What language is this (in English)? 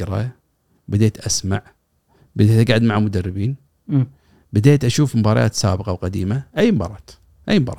Gulf Arabic